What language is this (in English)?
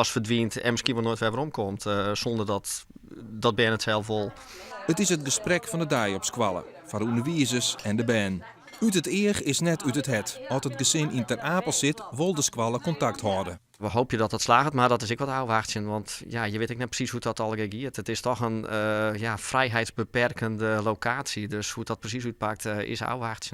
Western Frisian